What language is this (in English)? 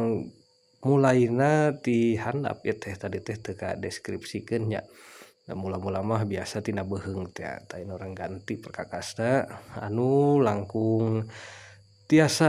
Sundanese